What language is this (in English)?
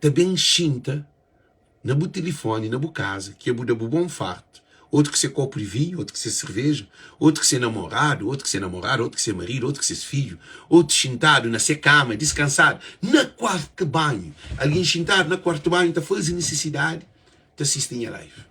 Kabuverdianu